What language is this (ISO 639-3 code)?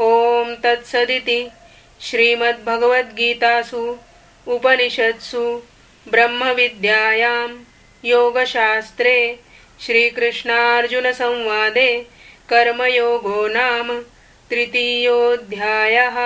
san